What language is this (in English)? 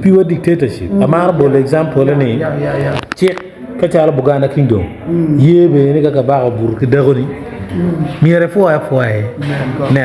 Acoli